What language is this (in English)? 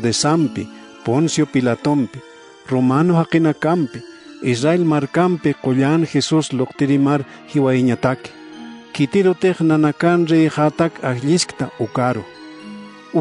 Aymara